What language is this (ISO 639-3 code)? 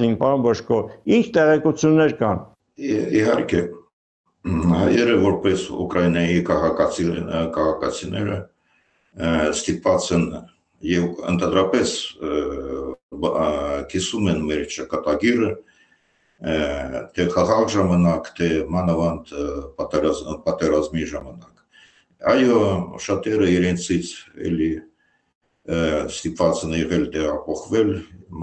hye